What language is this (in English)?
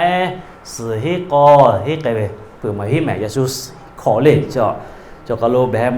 Lahu